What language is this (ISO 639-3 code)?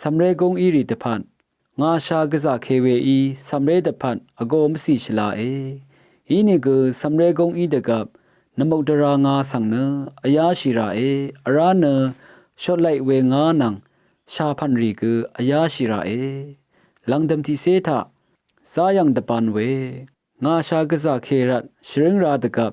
raw